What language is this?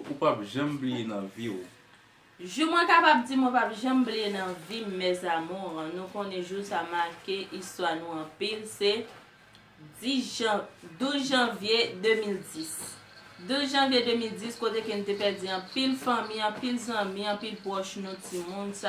Haitian Creole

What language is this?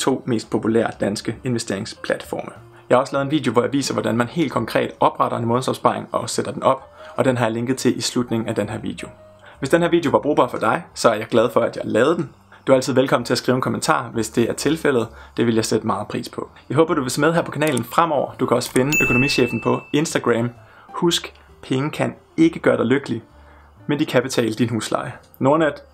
Danish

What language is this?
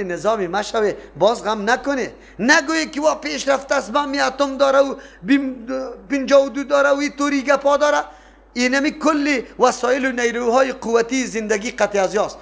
Persian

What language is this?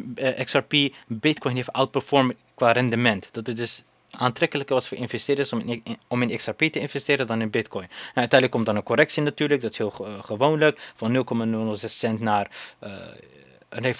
Dutch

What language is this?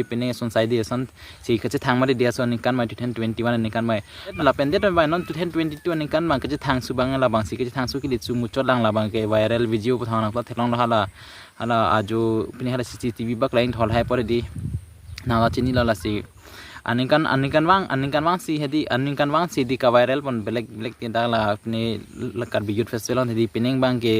Karbi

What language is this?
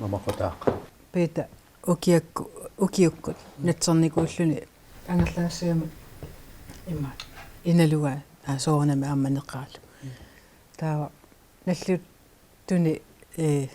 Kalaallisut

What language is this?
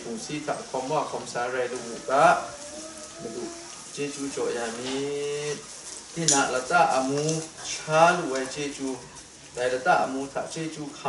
Kachin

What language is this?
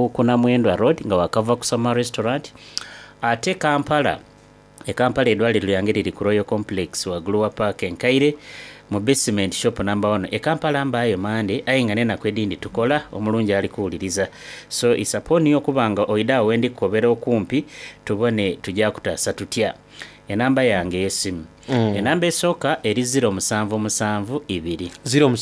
Soga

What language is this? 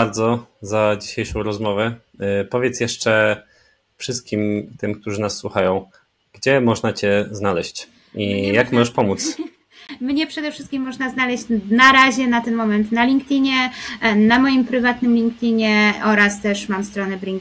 Polish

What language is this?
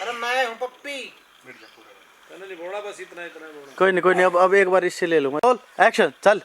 Haryanvi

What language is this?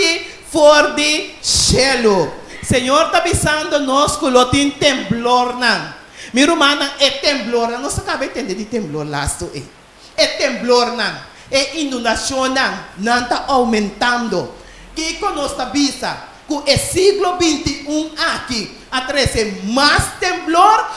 Papiamento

